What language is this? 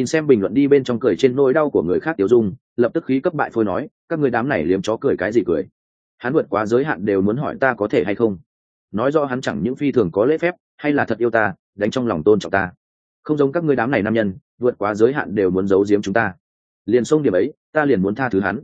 Vietnamese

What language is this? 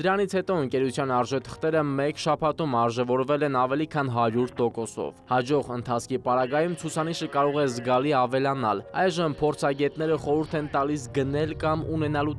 Armenian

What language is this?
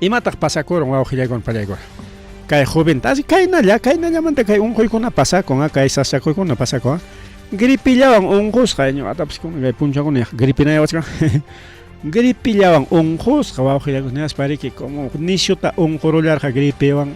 Ayacucho Quechua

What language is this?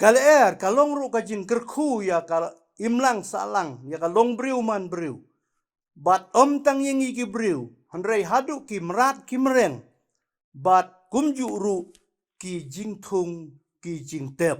Khasi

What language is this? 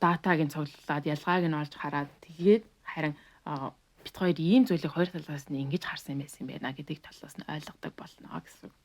Mongolian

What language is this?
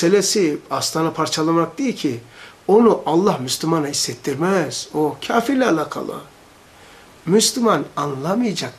Turkish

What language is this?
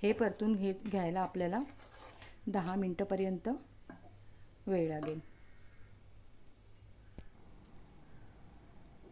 Marathi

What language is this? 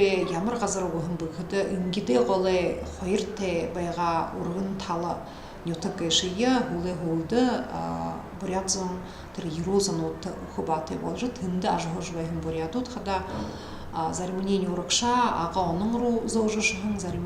Buriat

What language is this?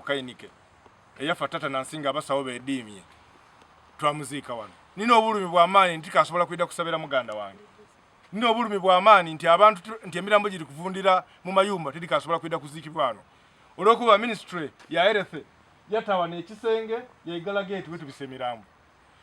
Soga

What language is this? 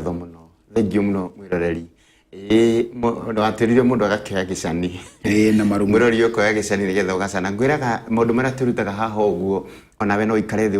Kikuyu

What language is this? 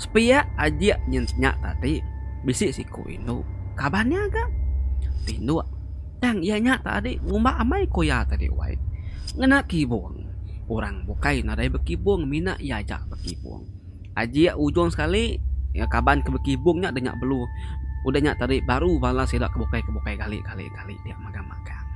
Iban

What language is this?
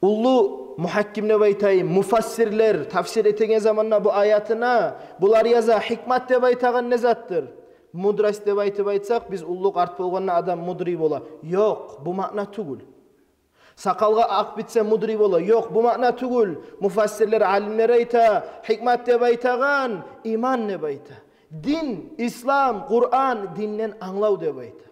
Kumyk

